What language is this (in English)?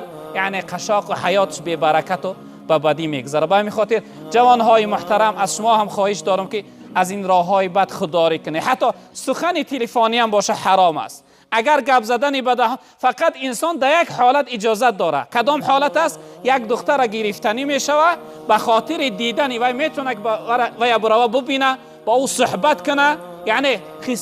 Tajik